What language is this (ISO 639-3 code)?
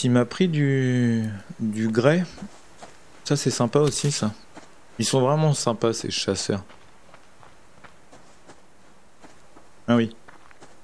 fra